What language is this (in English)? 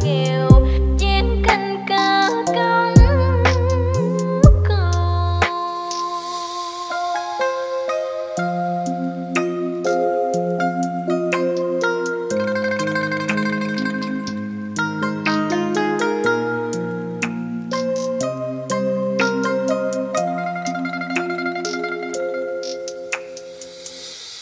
Vietnamese